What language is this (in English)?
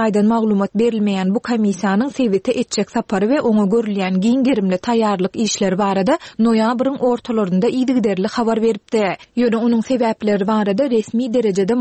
Turkmen